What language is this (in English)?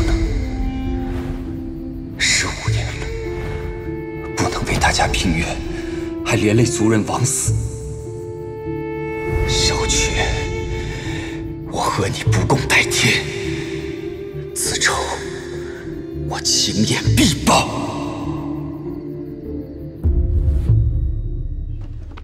Chinese